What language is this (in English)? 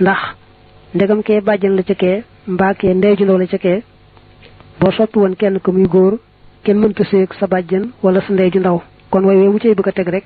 Wolof